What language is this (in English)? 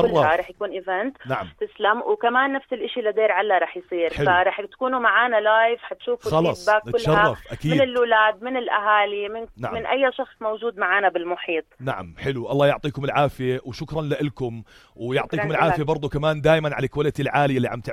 North Levantine Arabic